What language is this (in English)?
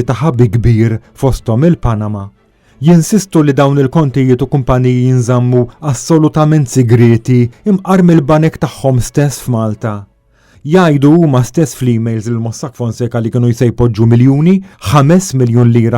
Maltese